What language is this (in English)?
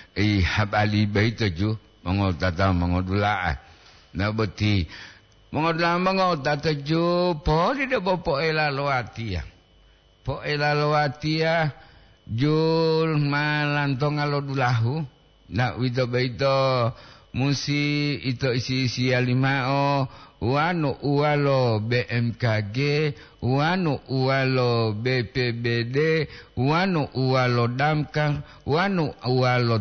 Gorontalo